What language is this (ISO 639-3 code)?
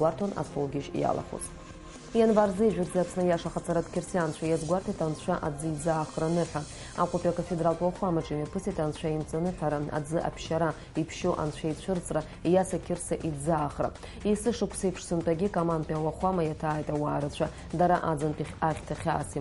abk